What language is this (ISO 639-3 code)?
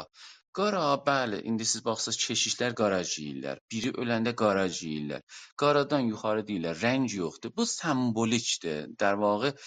azb